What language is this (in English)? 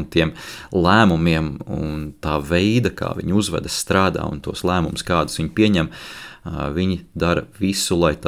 Latvian